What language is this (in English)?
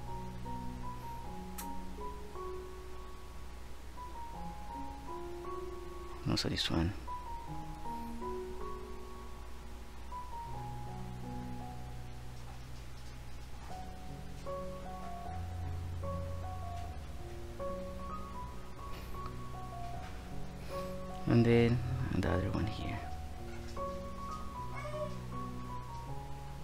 English